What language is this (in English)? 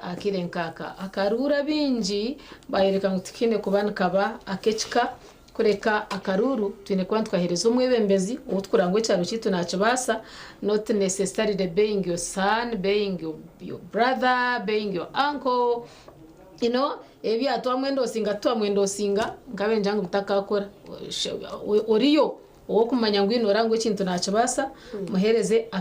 Nyankole